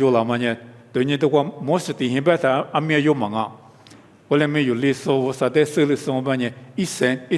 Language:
Lisu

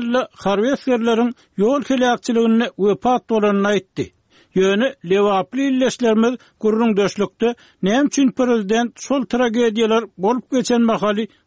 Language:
Turkmen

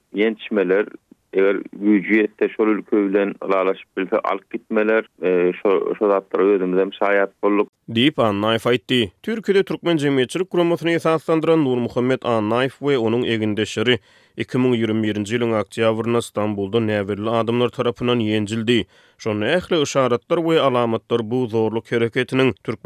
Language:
Turkmen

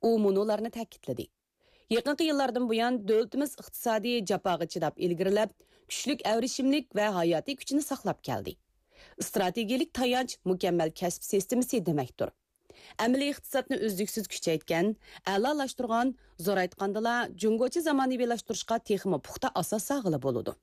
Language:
Uyghur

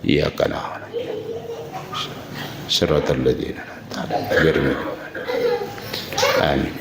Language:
Buginese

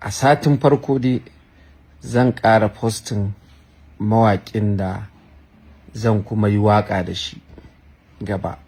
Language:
Hausa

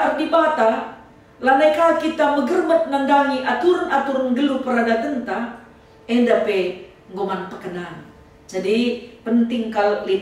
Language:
Batak Karo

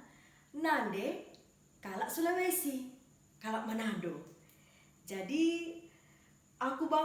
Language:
Batak Karo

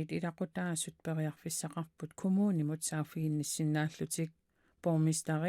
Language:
Kalaallisut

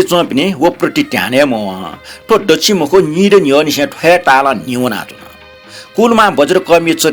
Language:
Newari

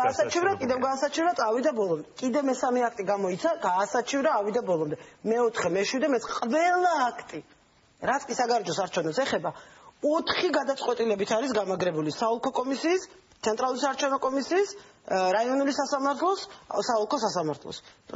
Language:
Georgian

